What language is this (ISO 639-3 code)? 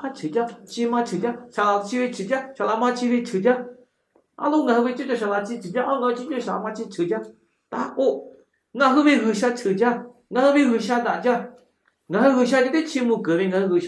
lhu